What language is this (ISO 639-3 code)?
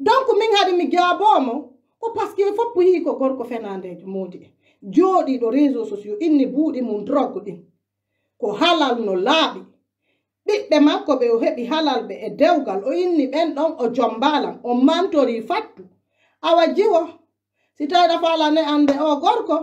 fuf